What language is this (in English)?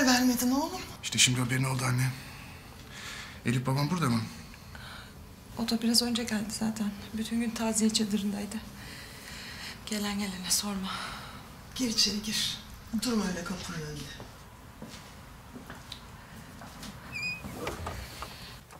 Turkish